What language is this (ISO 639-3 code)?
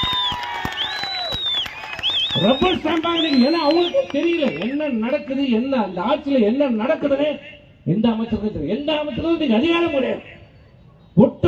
tam